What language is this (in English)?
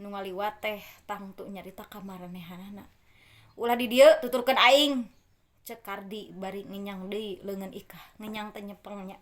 Sundanese